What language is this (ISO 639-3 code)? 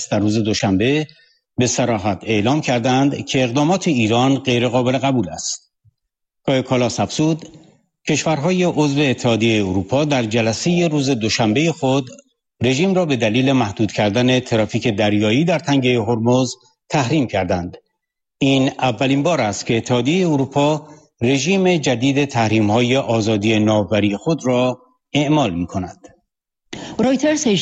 fas